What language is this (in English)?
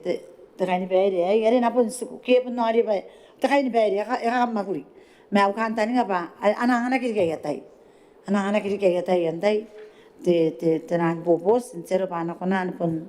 Gilbertese